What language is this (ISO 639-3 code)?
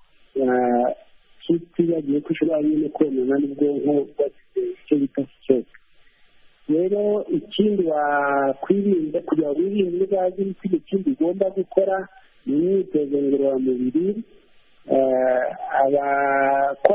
kin